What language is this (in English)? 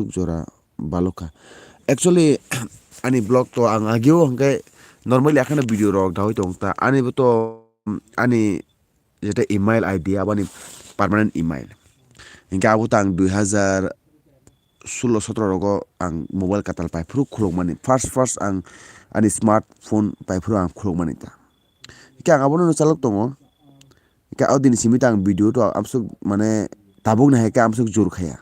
Kok Borok